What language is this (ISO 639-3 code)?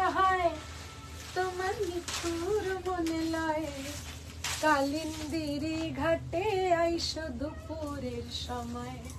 ben